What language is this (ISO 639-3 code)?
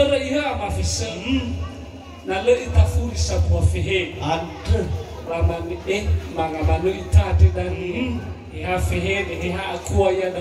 nia